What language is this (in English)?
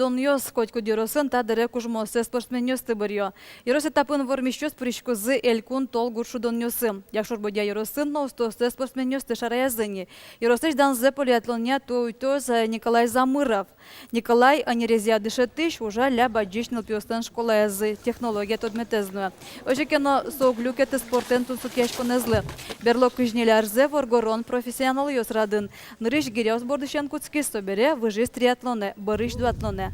Udmurt